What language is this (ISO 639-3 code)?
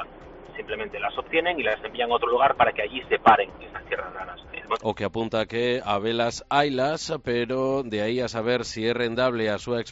glg